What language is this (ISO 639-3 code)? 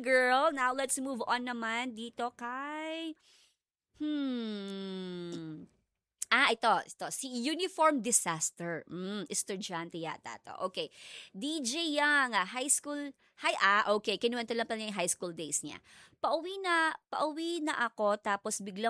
fil